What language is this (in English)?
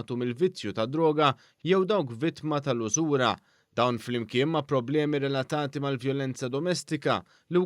Maltese